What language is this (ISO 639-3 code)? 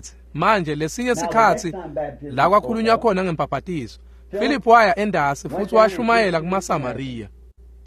ssw